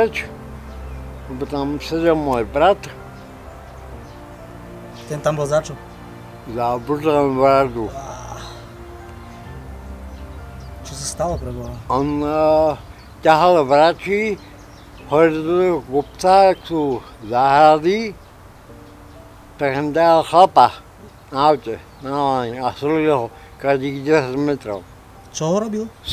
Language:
Slovak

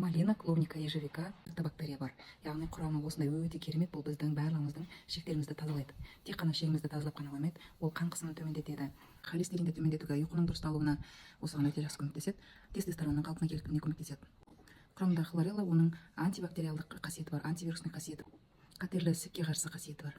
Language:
Kazakh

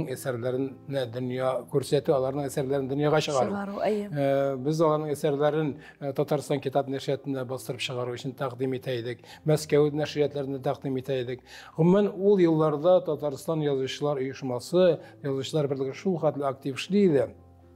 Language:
Tatar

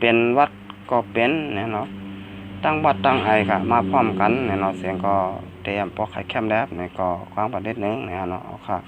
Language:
Shan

